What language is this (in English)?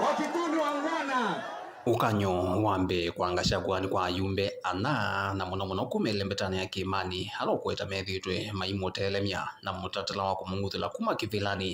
Kamba